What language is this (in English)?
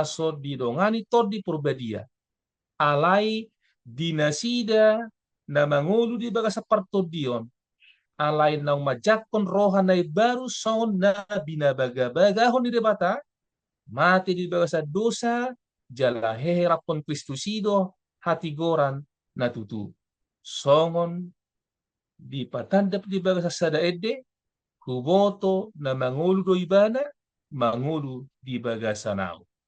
Batak Toba